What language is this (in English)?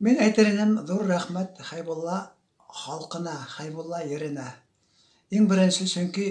Bashkir